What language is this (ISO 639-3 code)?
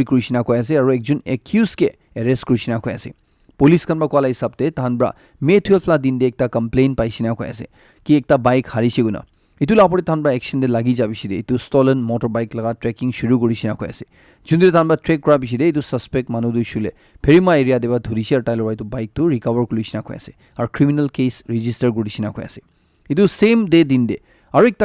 nag